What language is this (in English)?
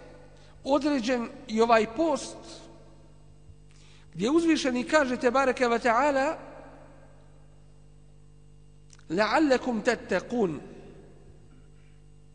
Bosnian